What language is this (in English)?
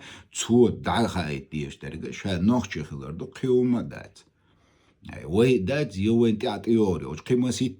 Chechen